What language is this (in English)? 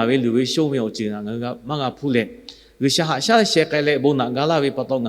Lahu